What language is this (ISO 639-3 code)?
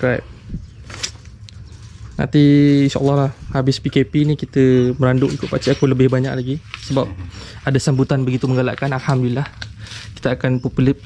msa